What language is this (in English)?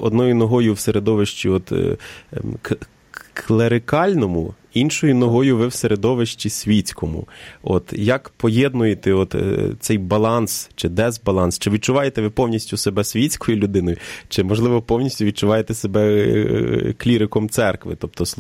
Ukrainian